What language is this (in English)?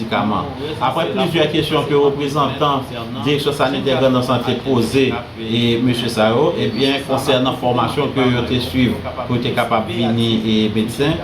Haitian Creole